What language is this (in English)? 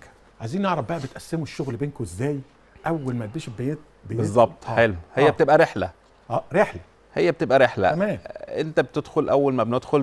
Egyptian Arabic